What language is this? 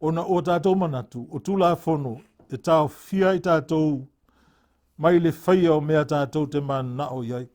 Samoan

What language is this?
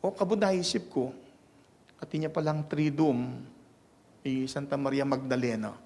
Pampanga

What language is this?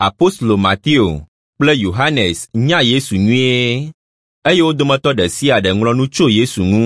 Ewe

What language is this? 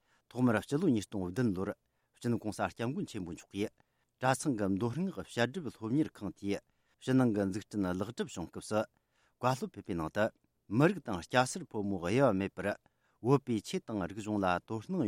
Tibetan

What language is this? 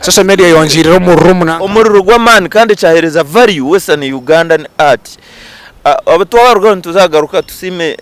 Nyankole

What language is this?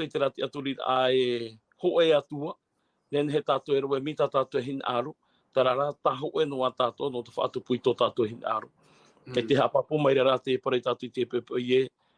Tahitian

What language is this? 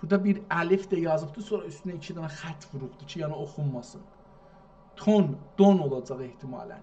South Azerbaijani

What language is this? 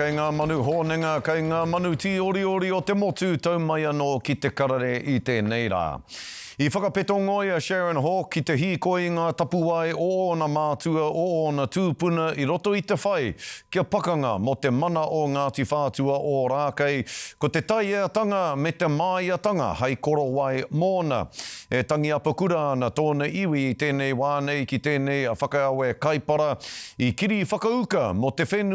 Māori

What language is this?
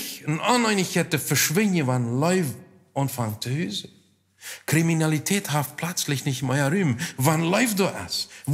Plautdietsch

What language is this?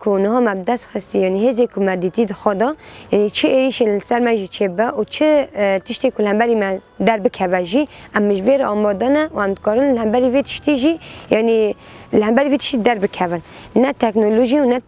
Kurdish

